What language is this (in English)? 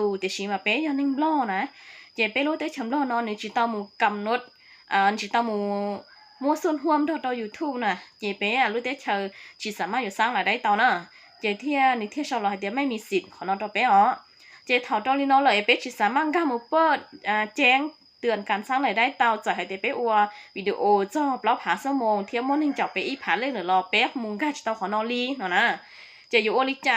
Hmong